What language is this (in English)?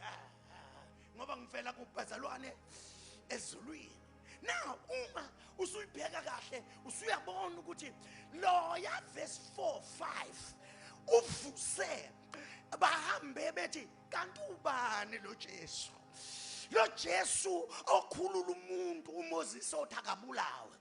Zulu